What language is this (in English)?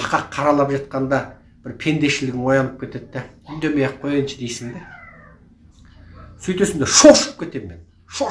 Kazakh